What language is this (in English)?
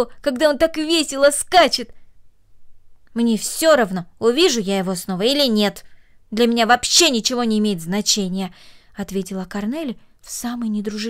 Russian